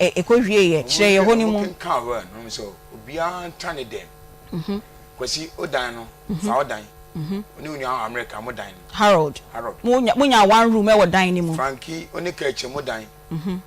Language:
Akan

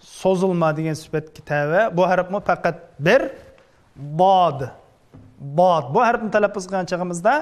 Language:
Uyghur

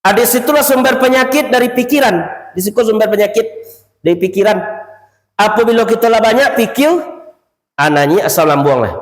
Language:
Minangkabau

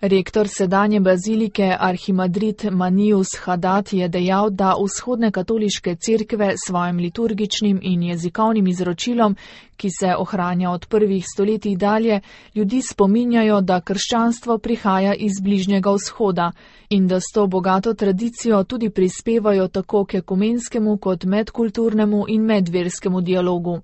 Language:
Slovenian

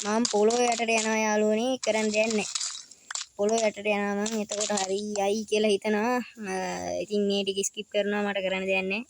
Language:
Sinhala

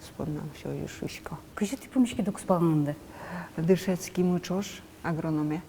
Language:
Udmurt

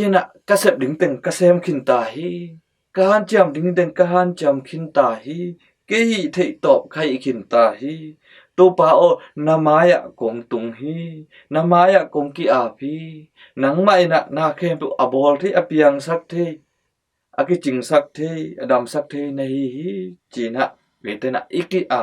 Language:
Tedim Chin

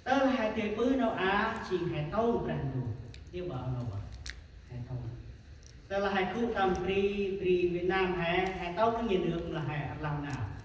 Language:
Central Mnong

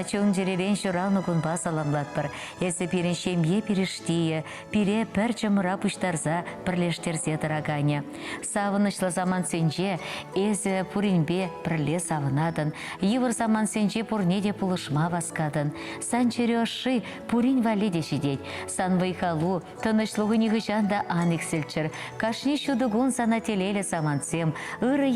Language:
Chuvash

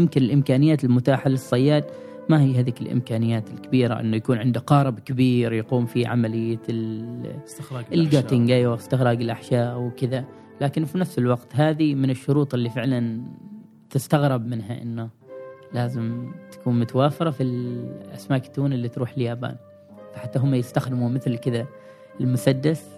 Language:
Gulf Arabic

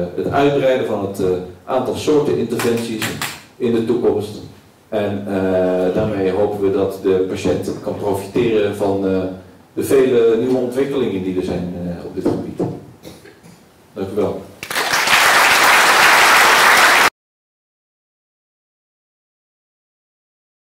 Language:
Dutch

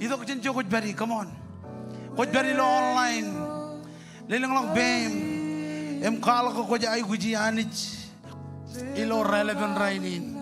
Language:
Marshallese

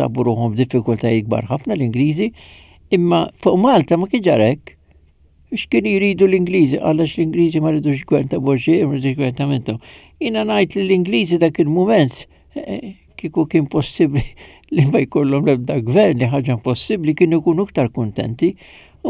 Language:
Maltese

